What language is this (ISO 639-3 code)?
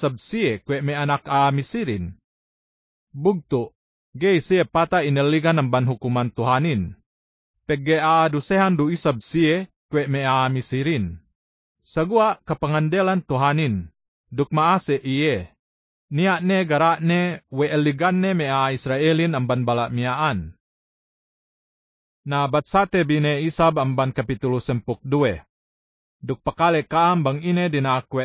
yka